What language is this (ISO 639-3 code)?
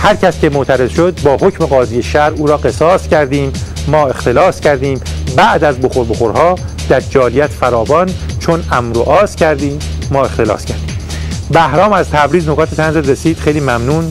fas